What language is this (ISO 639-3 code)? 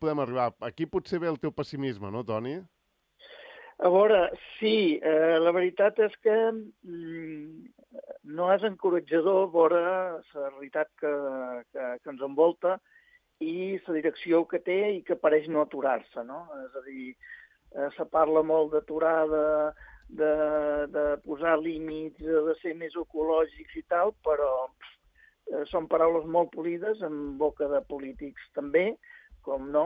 cat